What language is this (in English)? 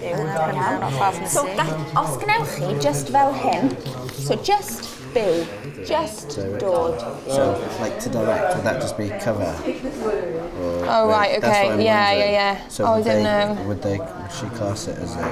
Welsh